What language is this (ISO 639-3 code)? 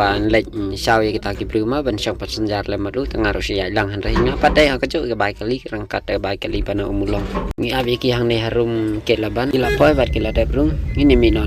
kha